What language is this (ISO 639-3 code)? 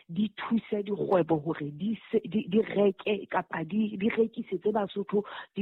sot